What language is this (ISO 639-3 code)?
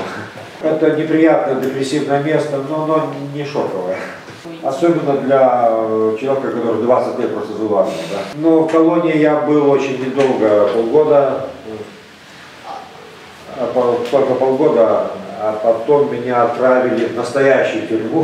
rus